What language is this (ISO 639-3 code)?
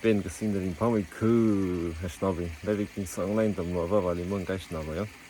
nmf